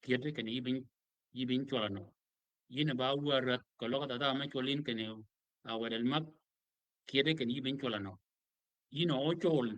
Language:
Shilluk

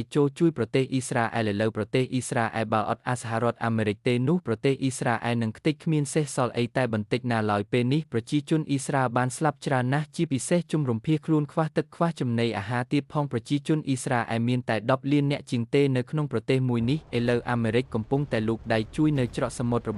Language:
Khmer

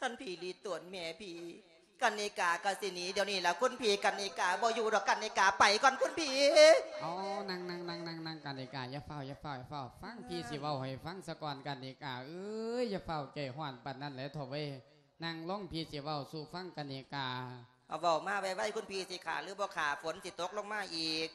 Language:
Lao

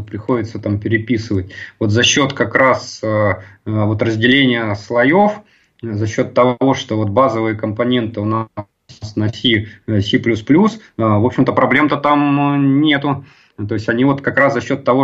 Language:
Russian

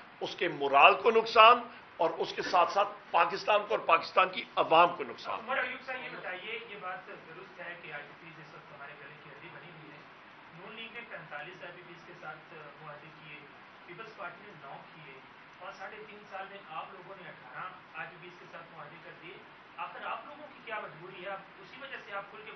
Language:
Urdu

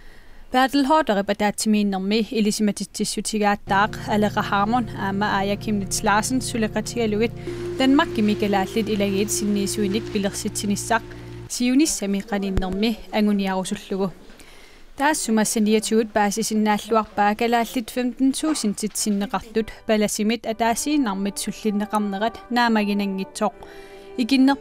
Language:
Kalaallisut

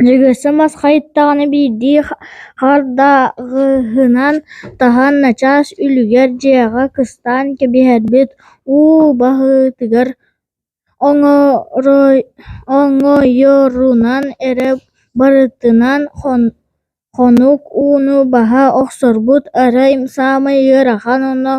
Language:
Yakut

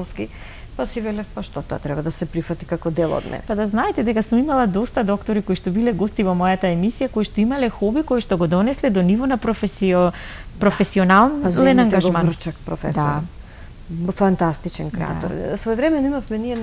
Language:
Macedonian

